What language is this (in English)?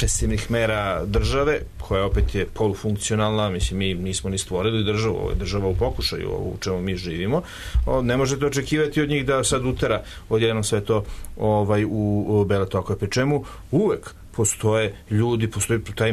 Serbian